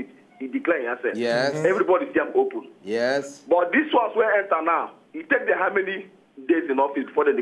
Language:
Nigerian Pidgin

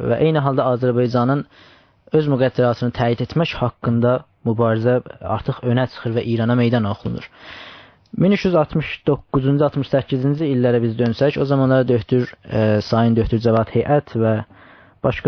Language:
South Azerbaijani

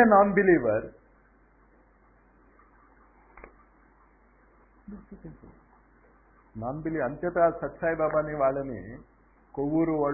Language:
Telugu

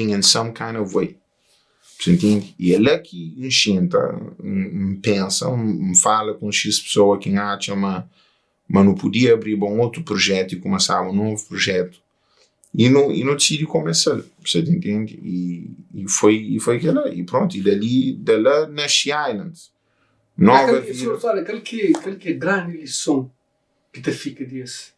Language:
Kabuverdianu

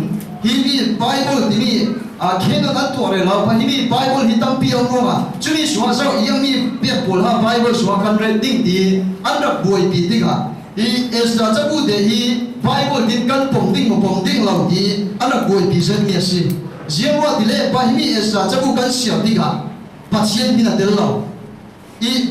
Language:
Falam Chin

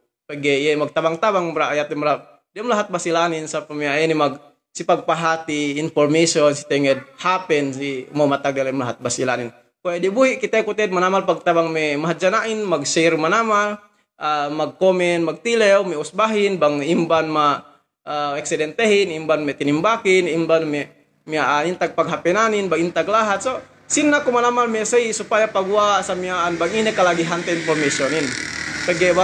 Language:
Yakan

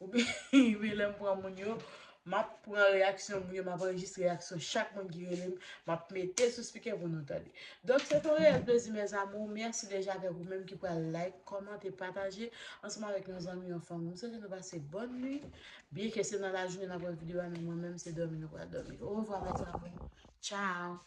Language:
Haitian Creole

